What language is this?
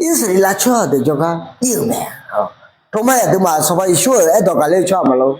Akha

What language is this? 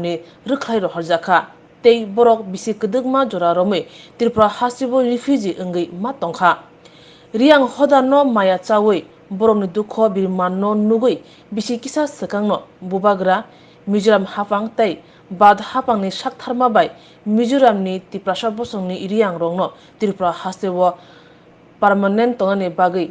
Riang (India)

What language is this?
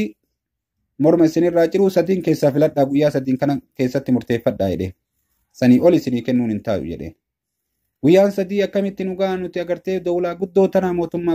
Oromo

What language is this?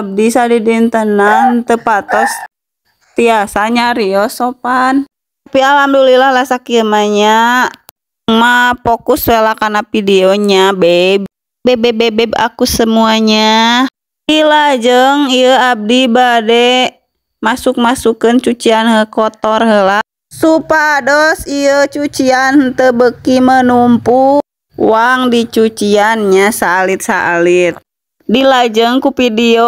Sundanese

